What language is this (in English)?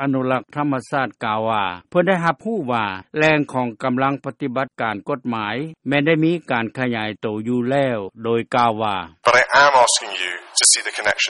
Lao